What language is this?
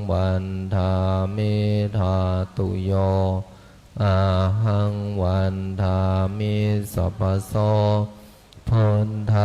Pali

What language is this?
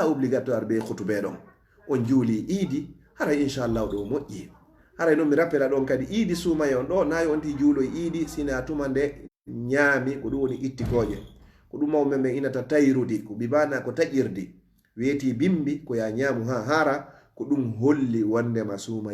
Fula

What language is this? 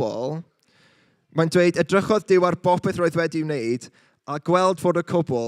Welsh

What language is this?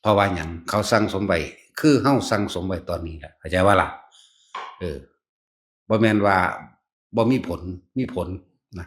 Northeastern Thai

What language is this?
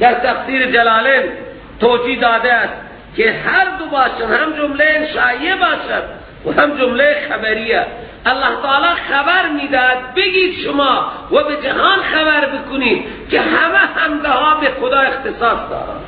Persian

